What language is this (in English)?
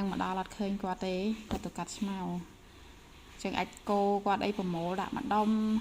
Khmer